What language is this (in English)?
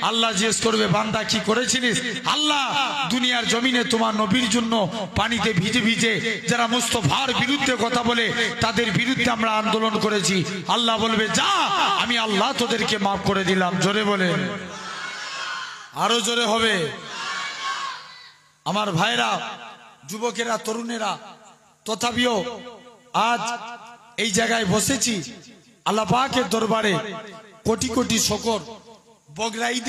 Bangla